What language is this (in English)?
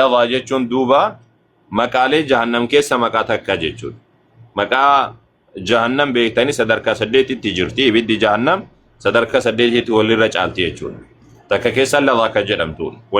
Oromo